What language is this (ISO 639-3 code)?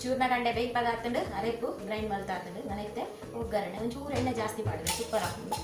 tcy